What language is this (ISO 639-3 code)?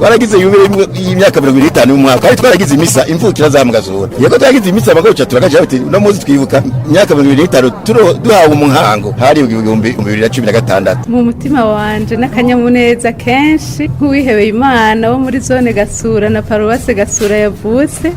run